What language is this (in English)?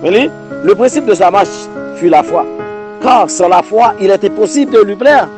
Haitian Creole